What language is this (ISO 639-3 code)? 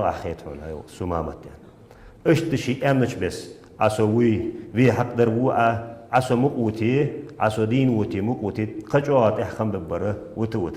inh